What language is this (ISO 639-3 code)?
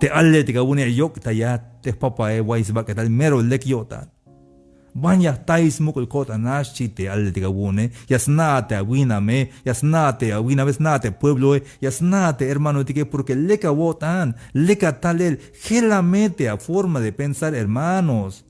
tzh